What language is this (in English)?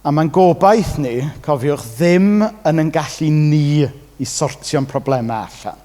Welsh